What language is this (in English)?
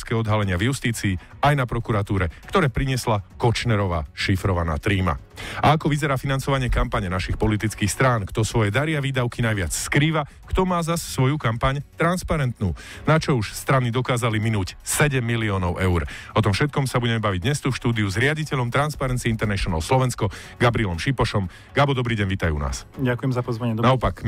Slovak